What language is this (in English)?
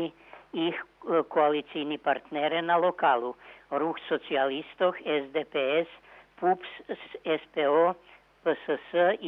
Rusyn